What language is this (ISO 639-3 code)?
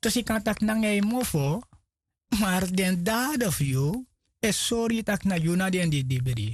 srn